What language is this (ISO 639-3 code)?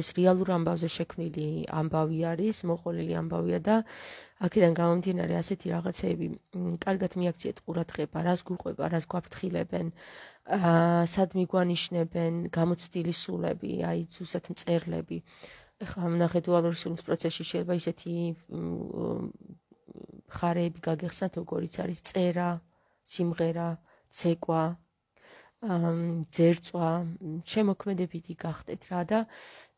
kat